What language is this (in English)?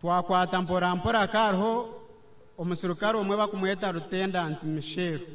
Nyankole